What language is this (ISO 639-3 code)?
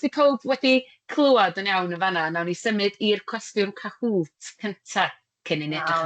cym